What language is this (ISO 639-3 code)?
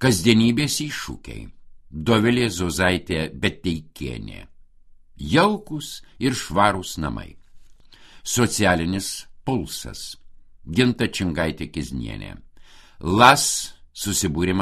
lit